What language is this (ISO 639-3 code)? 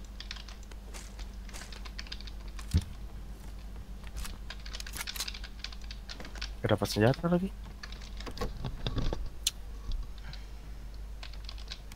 ind